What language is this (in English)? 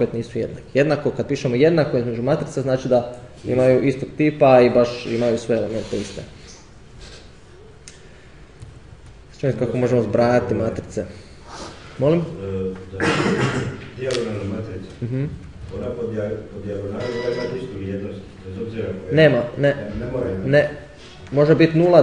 Croatian